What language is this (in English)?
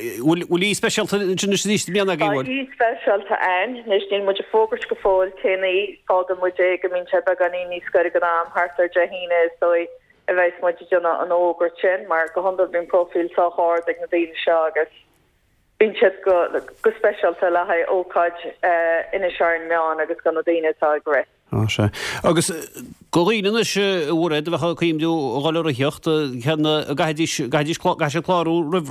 Irish